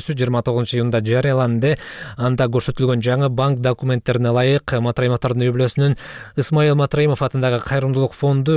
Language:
Kyrgyz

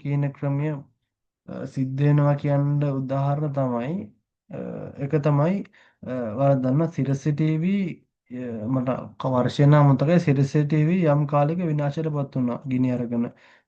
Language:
Sinhala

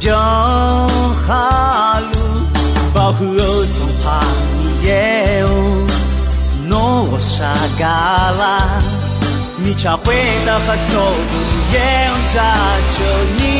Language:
Akha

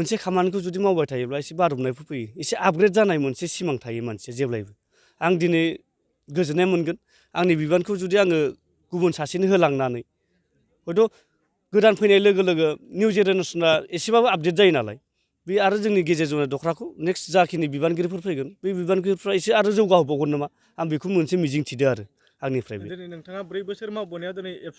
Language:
Bodo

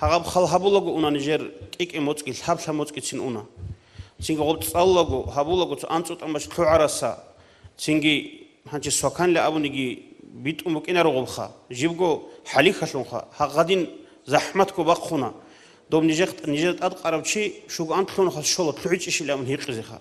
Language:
Avaric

